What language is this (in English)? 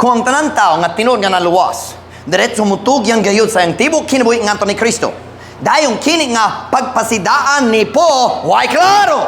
Cebuano